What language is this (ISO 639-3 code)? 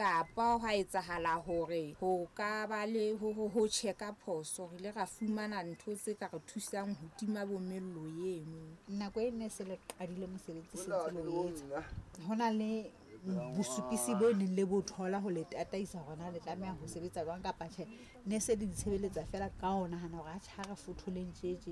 sot